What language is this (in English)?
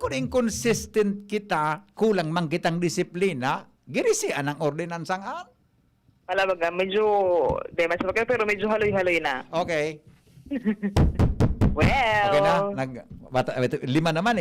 Bikol